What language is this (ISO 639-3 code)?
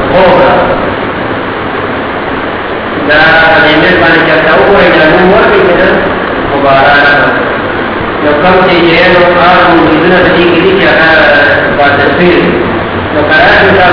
urd